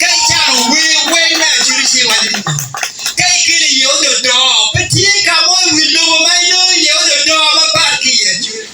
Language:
Acoli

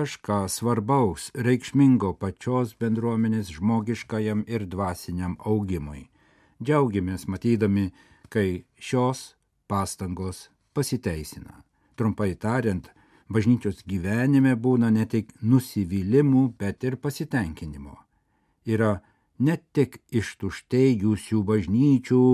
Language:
Lithuanian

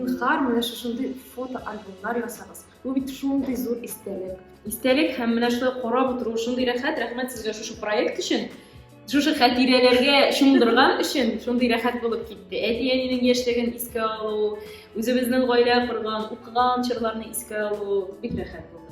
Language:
Tatar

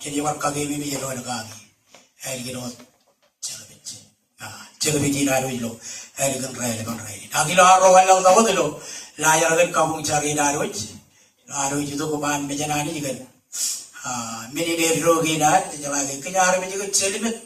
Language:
Marshallese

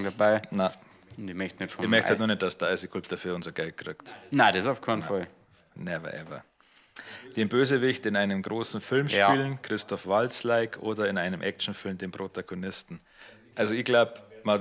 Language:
Bavarian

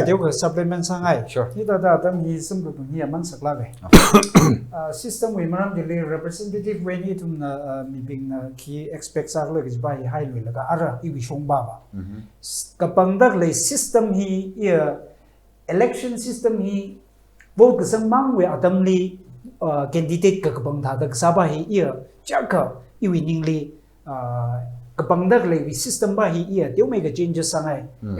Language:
Tangkhul Naga (India)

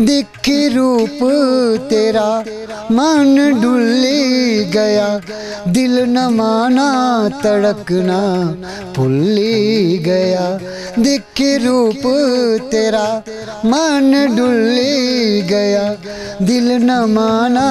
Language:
Dogri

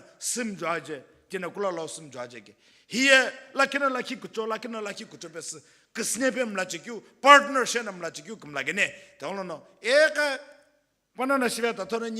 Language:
Sumi Naga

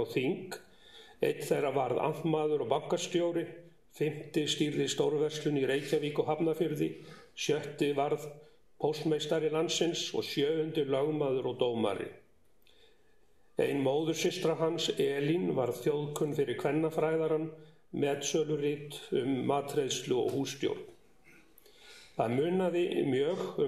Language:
Icelandic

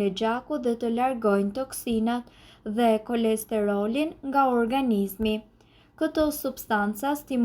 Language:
Albanian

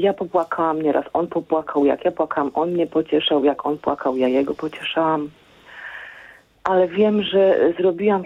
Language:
Polish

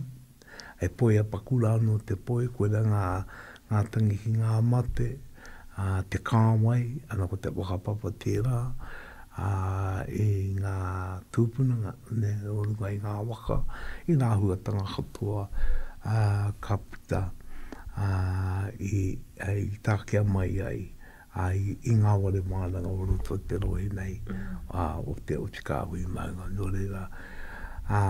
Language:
Māori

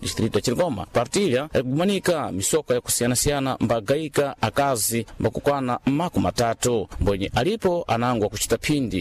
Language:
Sena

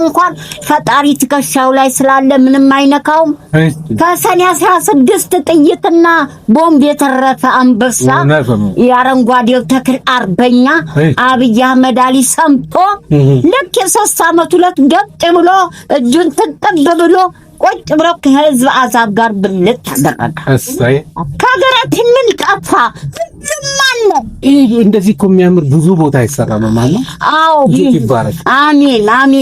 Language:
Amharic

